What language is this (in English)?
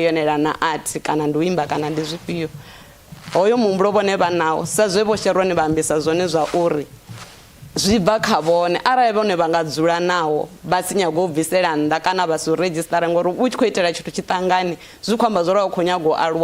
Venda